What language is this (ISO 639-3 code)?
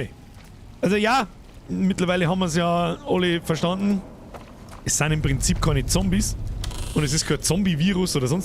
bar